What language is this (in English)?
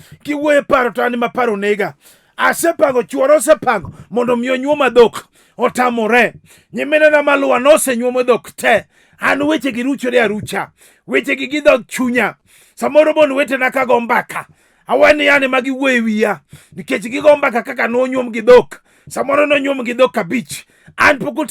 Luo (Kenya and Tanzania)